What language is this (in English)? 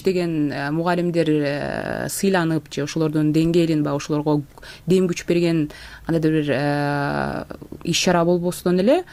Kyrgyz